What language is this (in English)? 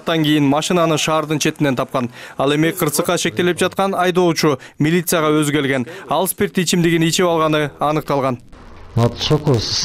Kyrgyz